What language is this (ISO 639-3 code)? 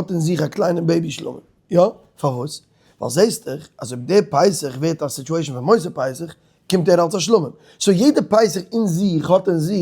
yid